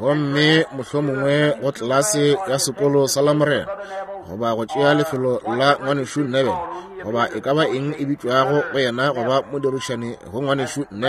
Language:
Northern Sotho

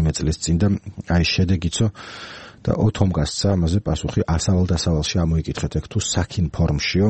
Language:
Georgian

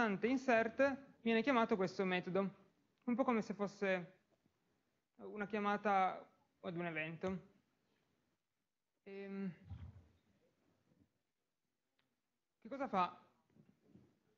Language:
Italian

